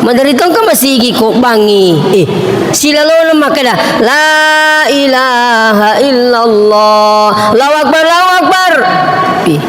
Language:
Buginese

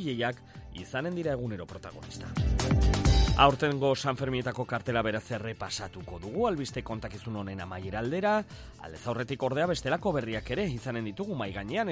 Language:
Basque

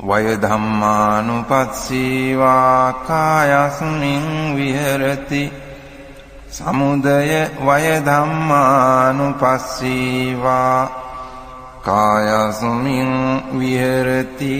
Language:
Pali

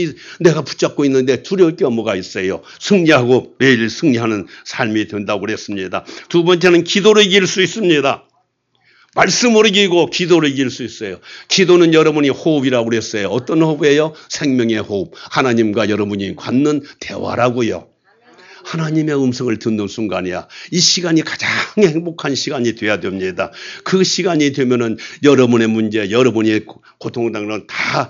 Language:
Korean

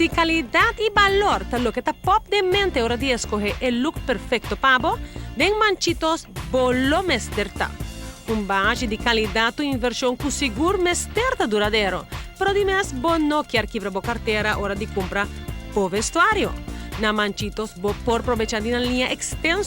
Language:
Papiamento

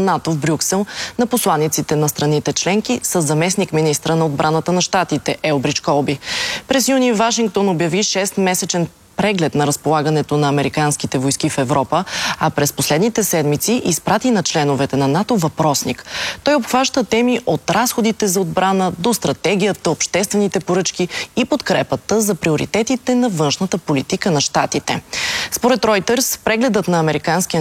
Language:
Bulgarian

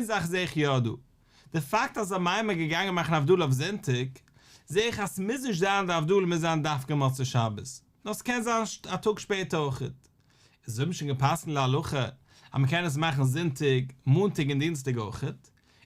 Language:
Yiddish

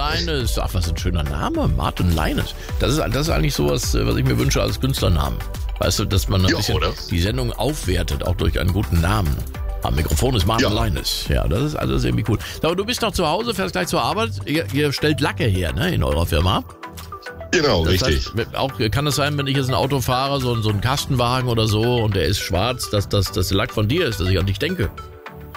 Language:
German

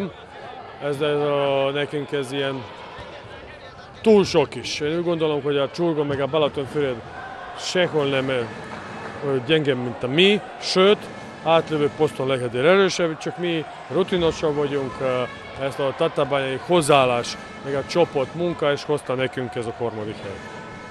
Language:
Hungarian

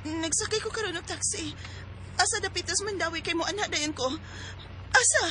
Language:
Cebuano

